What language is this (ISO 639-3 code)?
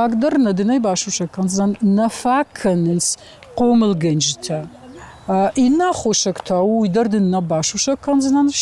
oss